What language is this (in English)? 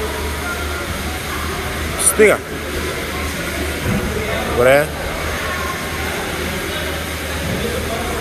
Bulgarian